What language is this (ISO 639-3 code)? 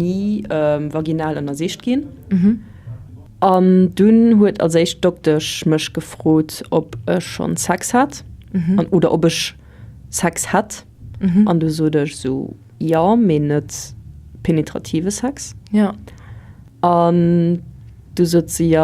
ltz